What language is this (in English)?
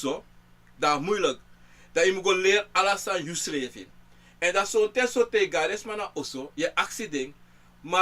Sranan Tongo